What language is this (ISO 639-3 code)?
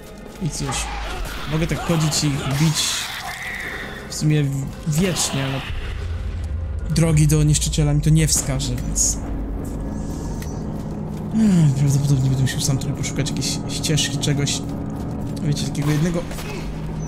pol